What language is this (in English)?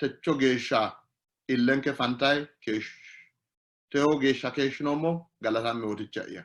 Sidamo